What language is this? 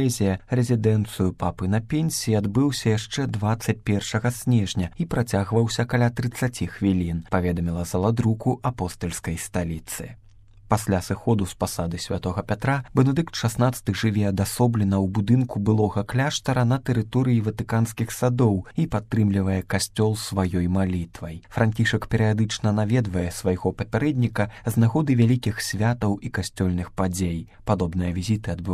Belarusian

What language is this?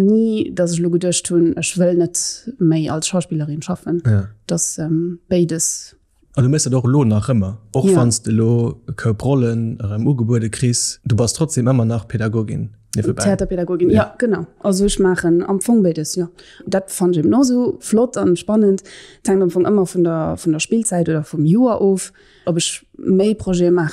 Luxembourgish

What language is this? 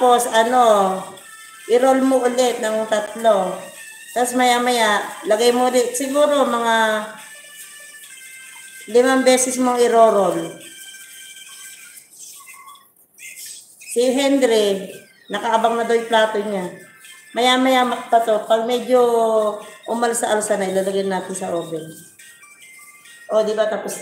Filipino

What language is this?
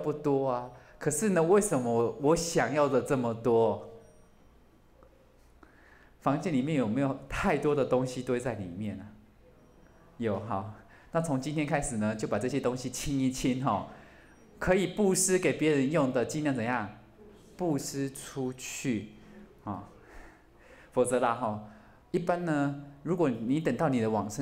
Chinese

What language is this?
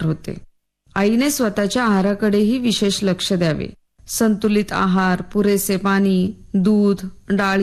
Marathi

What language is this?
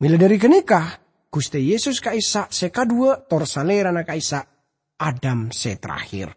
Madurese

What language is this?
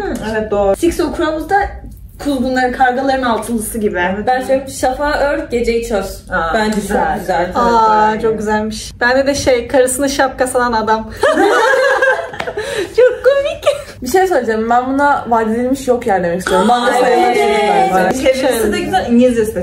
Turkish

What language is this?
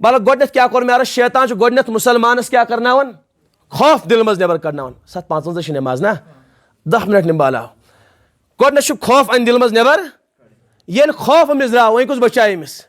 Kashmiri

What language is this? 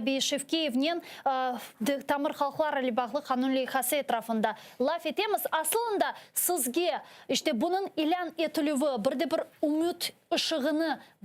Crimean Tatar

